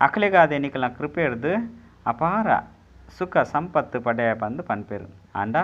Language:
Tulu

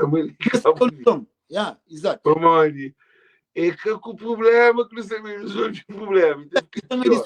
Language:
Kabuverdianu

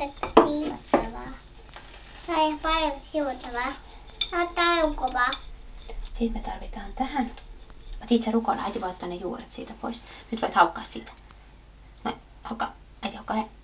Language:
Finnish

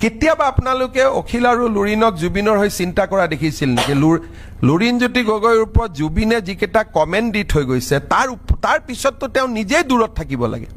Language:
Assamese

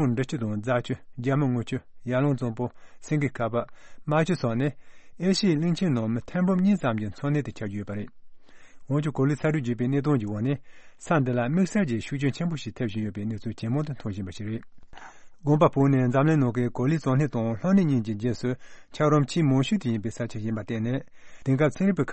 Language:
Tibetan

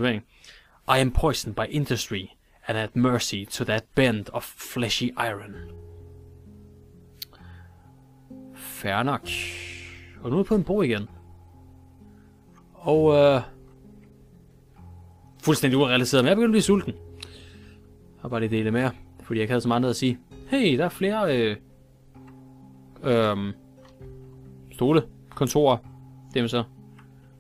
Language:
Danish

